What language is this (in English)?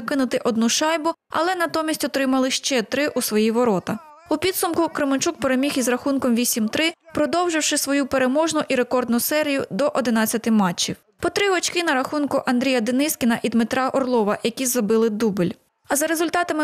Ukrainian